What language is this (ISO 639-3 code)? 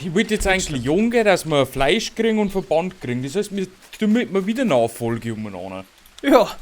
bar